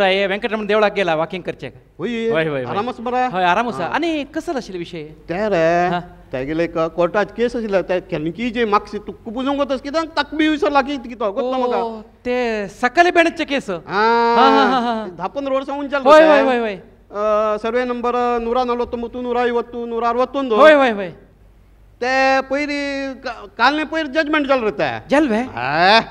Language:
Konkani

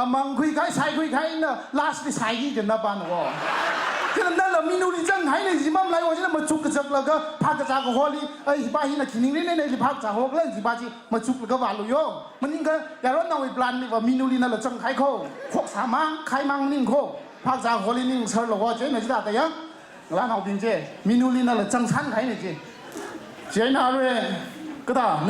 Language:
Tangkhul Naga (India)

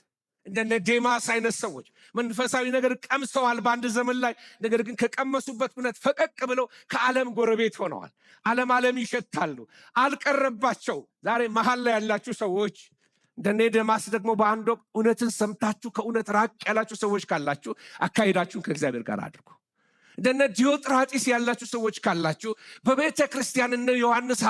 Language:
Amharic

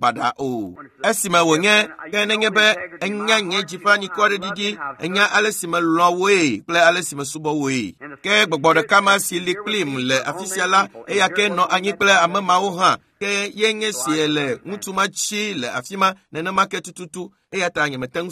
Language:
Ewe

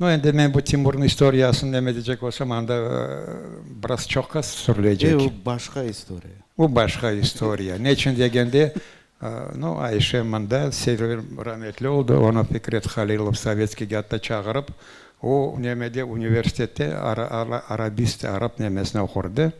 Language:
Crimean Tatar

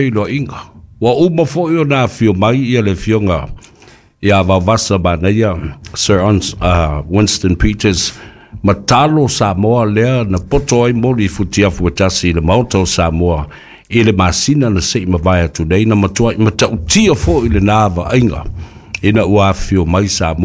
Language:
Samoan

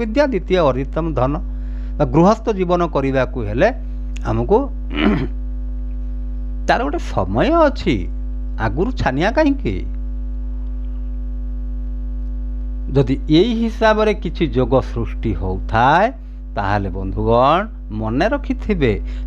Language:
Odia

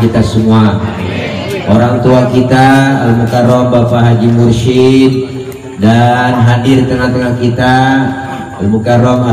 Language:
Betawi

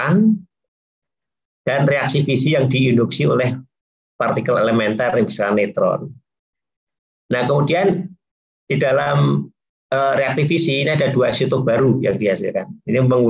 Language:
Indonesian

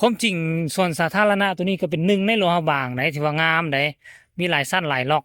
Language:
Northeastern Thai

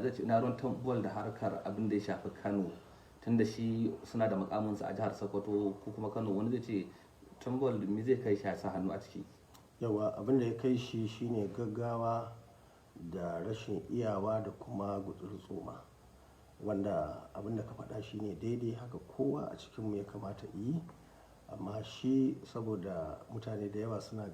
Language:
Hausa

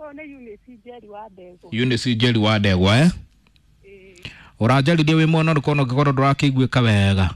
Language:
Kikuyu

